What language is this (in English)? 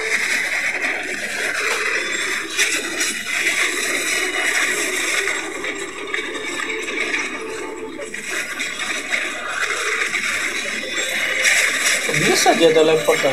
Indonesian